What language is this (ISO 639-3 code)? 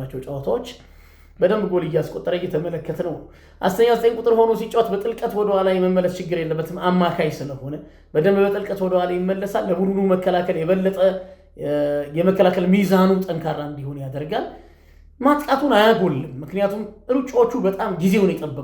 amh